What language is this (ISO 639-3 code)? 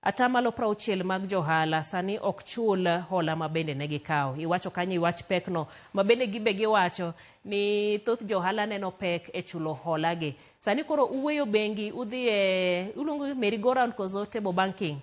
luo